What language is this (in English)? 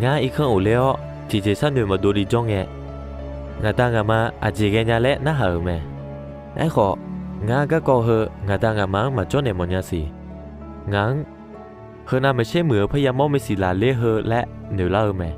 Akha